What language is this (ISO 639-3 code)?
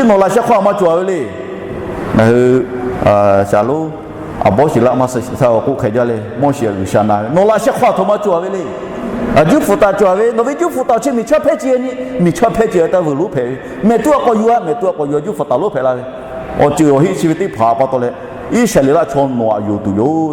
lhu